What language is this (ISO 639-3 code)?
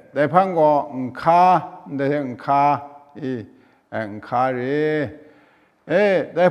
kac